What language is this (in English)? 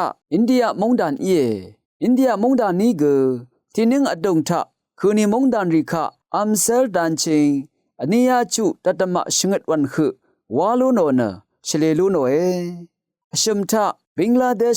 Rawang